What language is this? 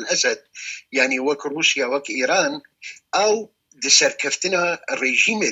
Kurdish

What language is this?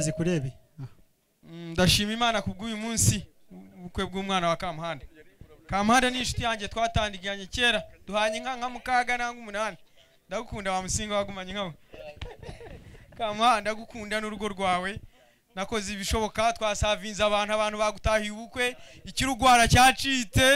Kinyarwanda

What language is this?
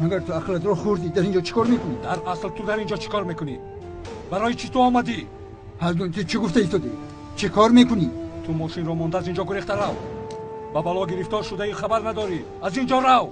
Tajik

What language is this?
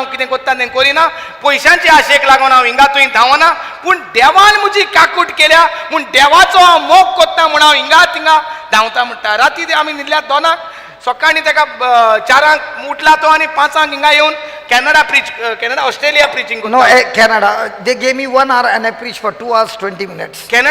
Konkani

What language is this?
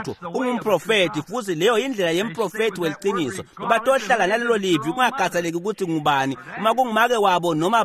Swati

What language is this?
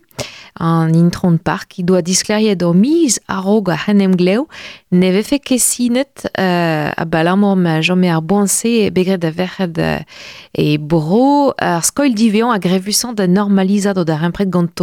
Breton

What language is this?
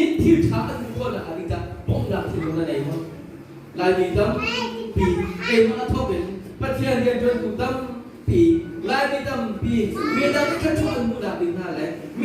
Hakha Chin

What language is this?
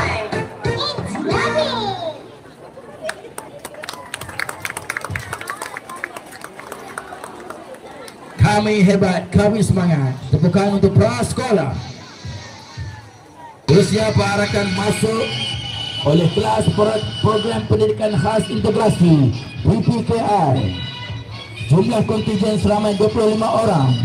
Malay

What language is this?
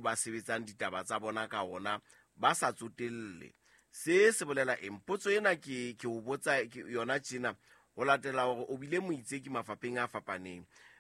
Southern Sotho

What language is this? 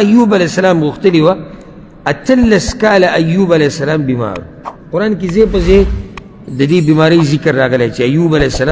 Pashto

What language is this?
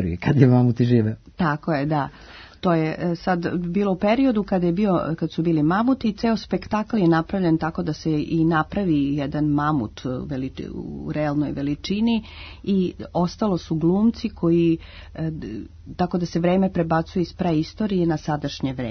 Serbian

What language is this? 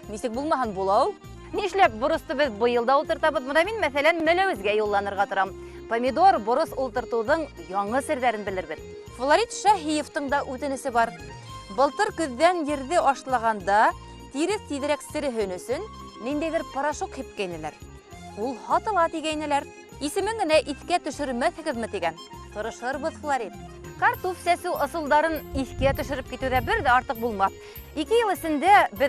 Bashkir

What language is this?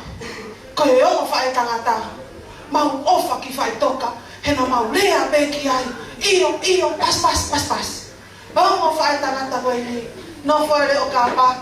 Tongan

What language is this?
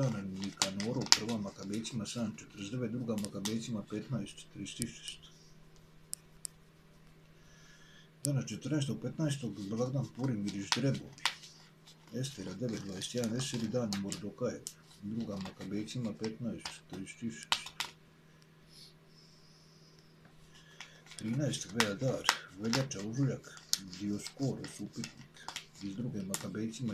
Croatian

